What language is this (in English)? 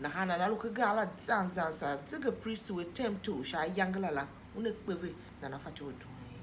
Tiv